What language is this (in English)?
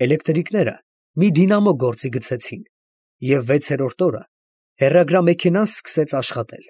Armenian